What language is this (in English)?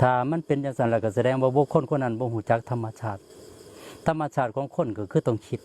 Northeastern Thai